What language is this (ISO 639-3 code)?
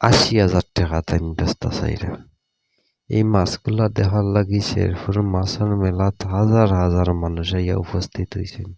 syl